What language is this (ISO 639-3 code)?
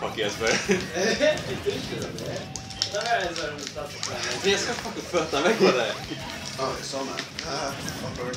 fao